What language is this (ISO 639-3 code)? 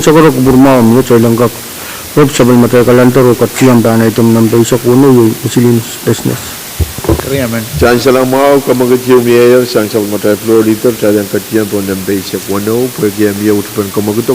pon